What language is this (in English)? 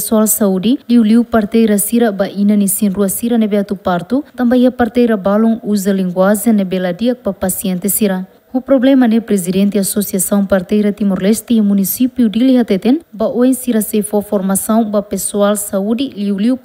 Tetum